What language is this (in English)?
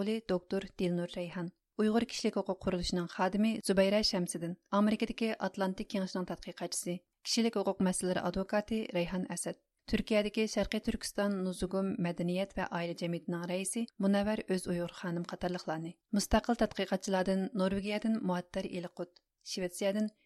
Uyghur